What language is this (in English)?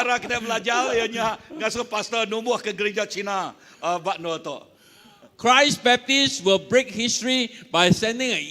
Iban